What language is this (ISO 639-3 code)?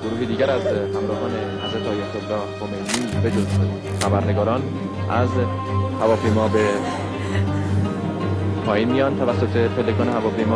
fas